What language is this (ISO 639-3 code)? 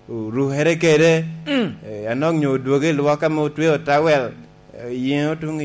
laj